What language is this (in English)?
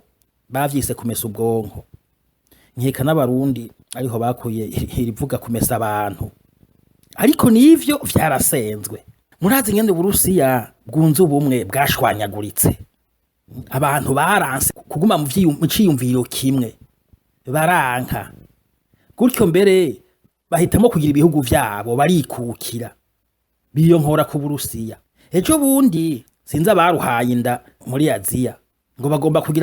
Rundi